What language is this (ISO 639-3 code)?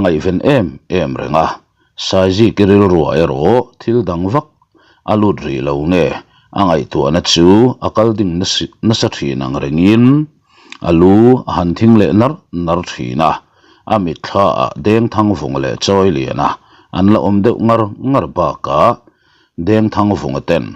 lus